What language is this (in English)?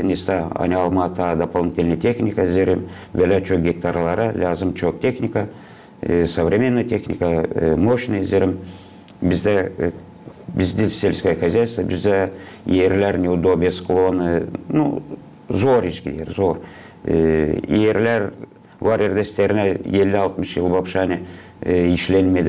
Gagauz